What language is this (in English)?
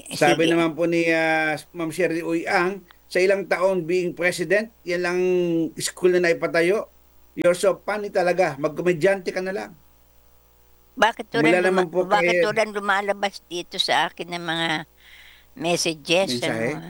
Filipino